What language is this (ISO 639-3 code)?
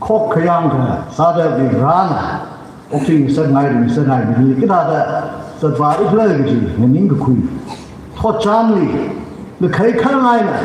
nmf